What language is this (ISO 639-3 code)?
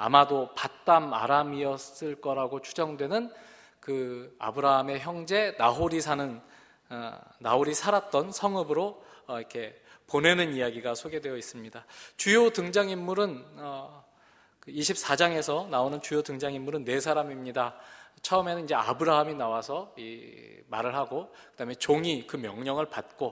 kor